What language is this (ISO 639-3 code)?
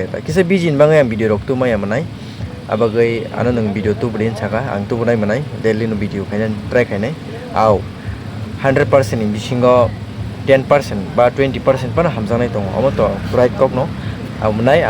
trp